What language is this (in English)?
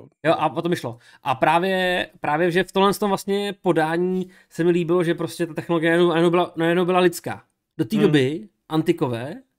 Czech